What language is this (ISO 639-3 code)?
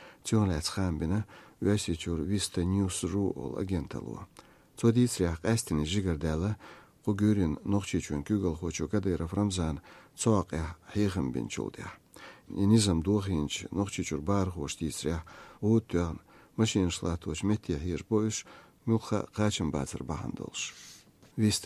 che